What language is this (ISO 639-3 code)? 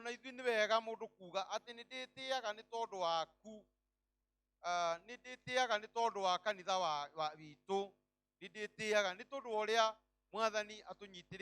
kik